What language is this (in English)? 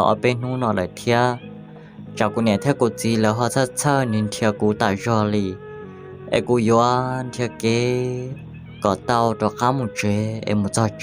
Hmong